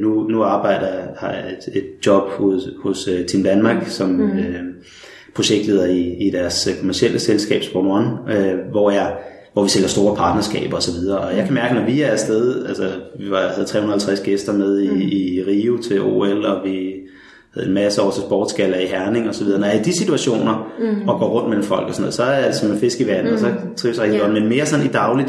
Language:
Danish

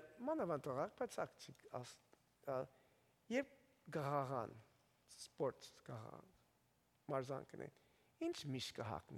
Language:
Western Armenian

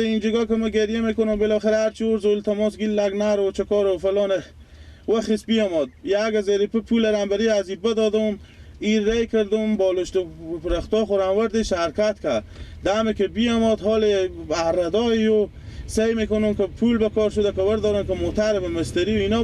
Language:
Persian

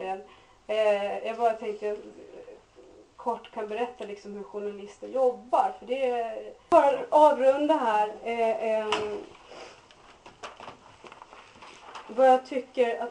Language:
Swedish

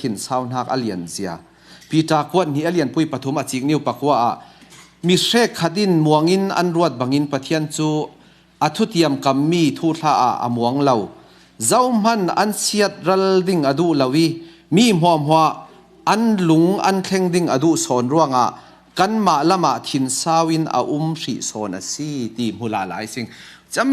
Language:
Falam Chin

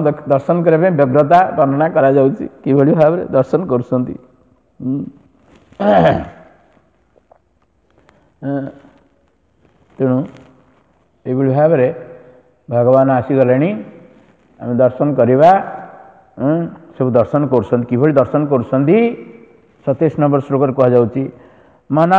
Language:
Odia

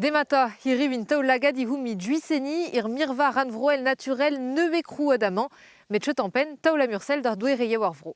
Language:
Breton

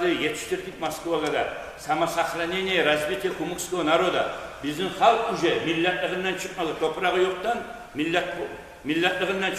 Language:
Kumyk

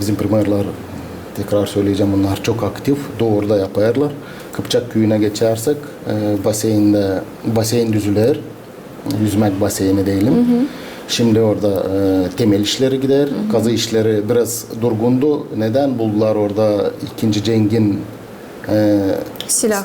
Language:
Gagauz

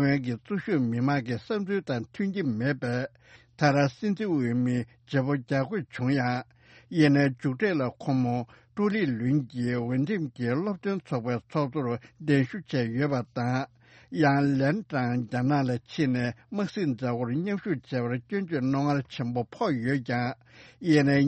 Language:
Tibetan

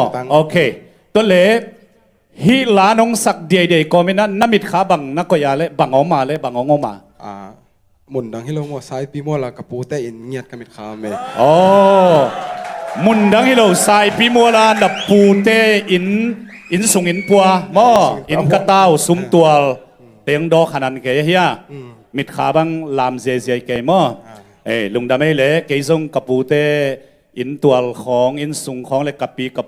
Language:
Tedim Chin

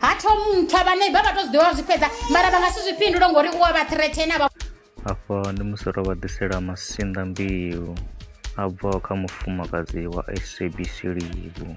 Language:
Venda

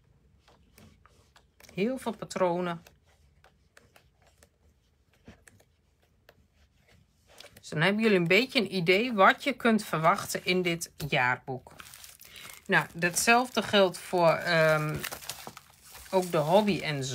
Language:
Dutch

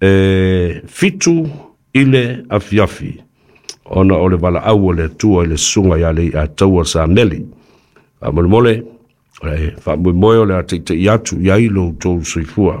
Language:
Samoan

